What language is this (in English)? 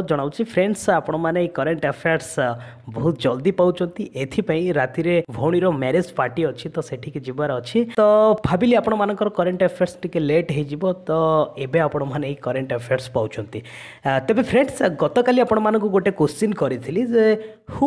Odia